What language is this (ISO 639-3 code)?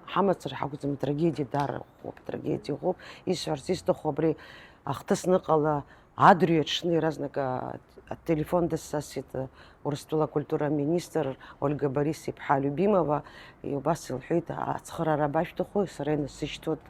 abk